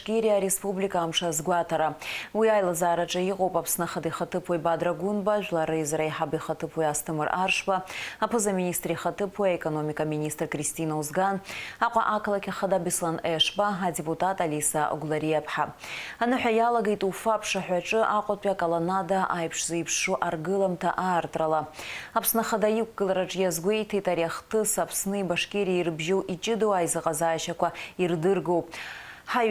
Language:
Abkhazian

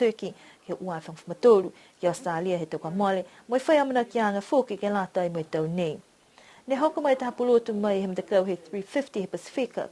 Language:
Niuean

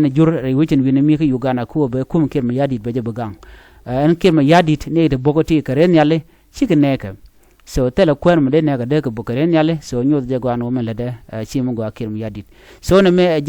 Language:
Nuer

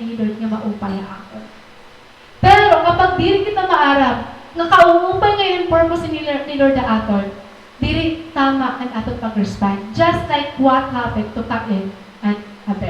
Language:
Waray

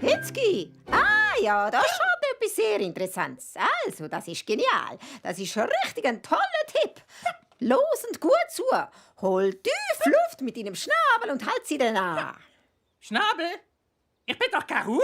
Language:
Swiss German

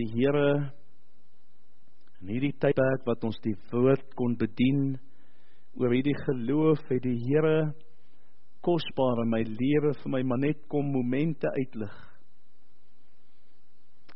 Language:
Afrikaans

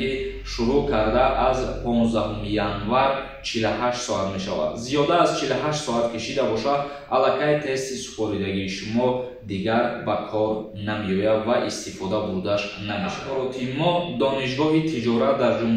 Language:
Tajik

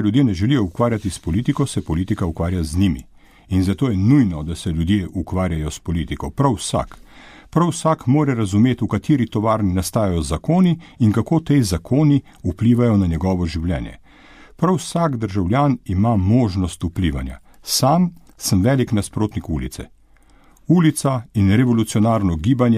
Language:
Slovenian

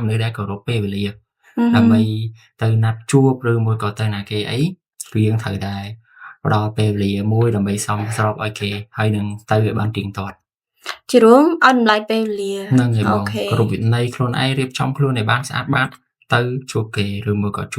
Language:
Khmer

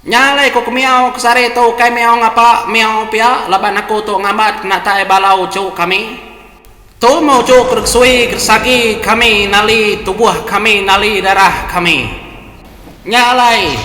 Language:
Iban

